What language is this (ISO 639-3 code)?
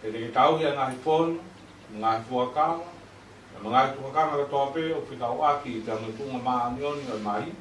ton